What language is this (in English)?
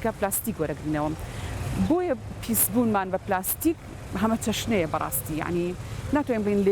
Central Kurdish